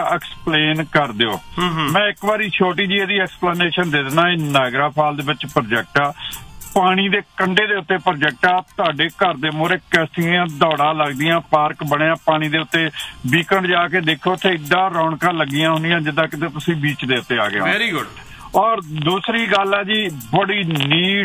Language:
Punjabi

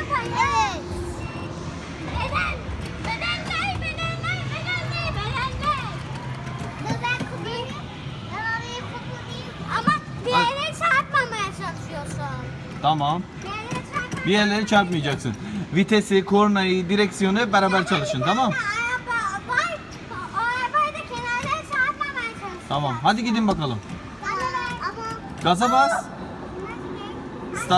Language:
Turkish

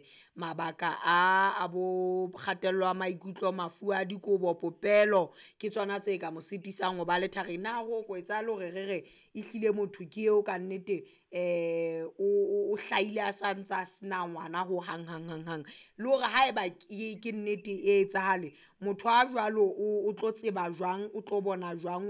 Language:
Southern Sotho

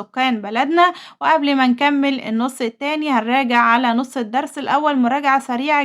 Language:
Egyptian Arabic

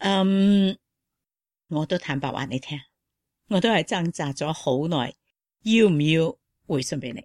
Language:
Cantonese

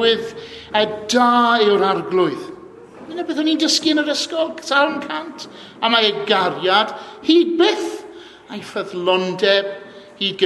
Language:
Welsh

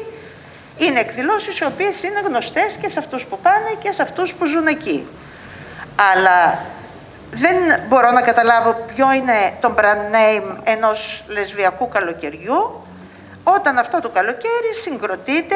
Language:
Greek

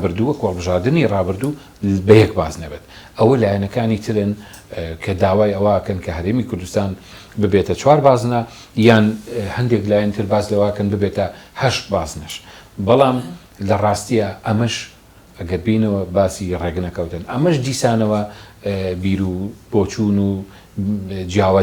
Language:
Central Kurdish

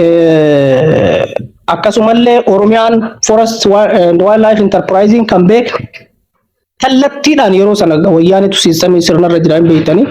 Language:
Oromo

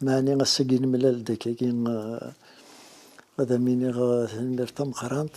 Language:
Kabyle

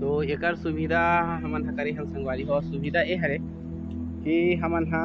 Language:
Chhattisgarhi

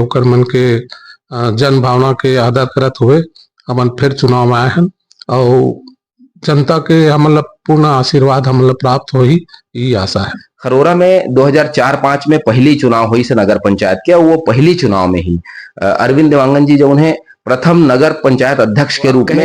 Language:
Chhattisgarhi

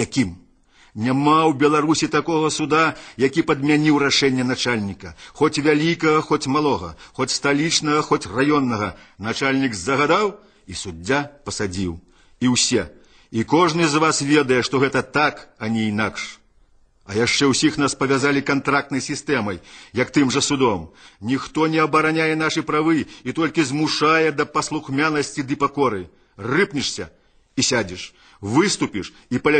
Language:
Belarusian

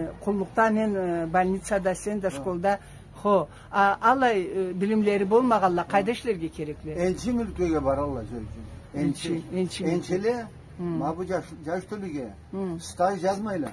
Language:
Karachay-Balkar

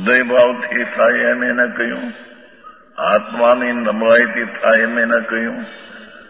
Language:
Gujarati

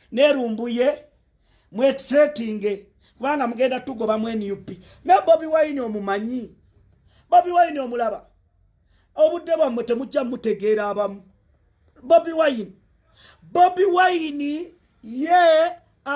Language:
Ganda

